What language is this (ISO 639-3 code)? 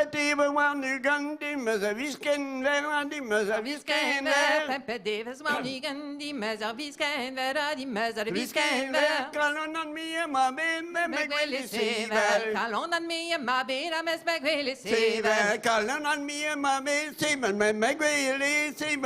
bre